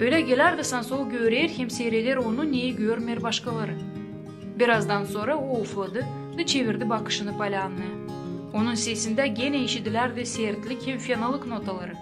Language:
Gagauz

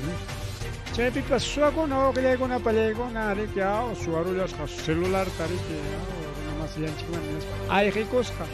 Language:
Ayacucho Quechua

